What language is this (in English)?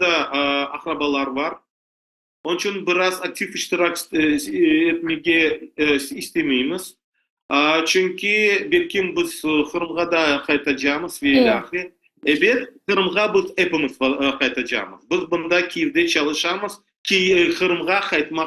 Crimean Tatar